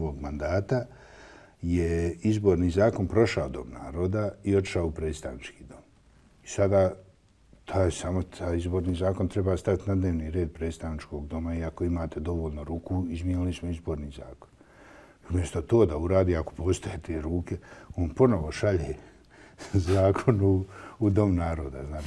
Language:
Bosnian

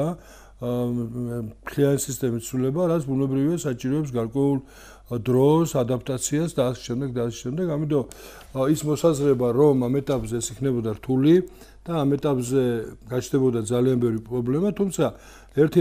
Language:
Georgian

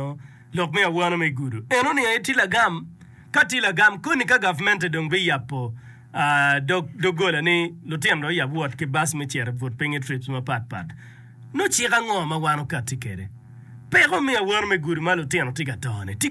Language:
Acoli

